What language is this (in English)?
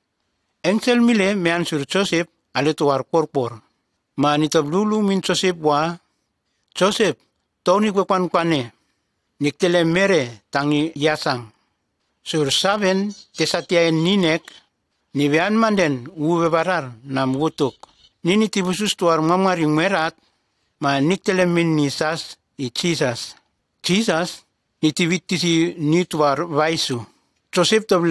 Nume